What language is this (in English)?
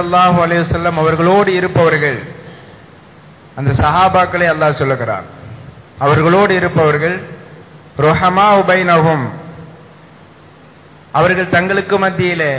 Tamil